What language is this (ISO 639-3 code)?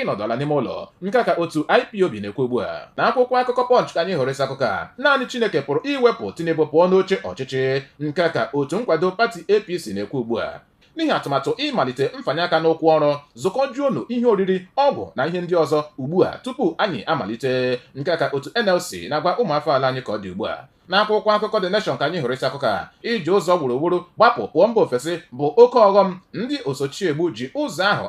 ibo